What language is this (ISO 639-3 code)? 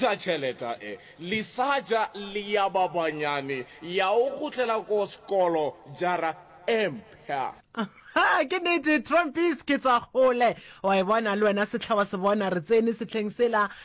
nso